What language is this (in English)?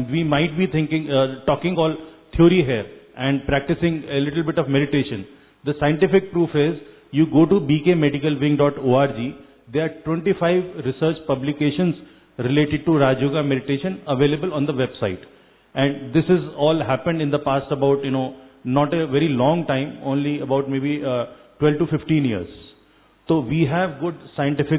Hindi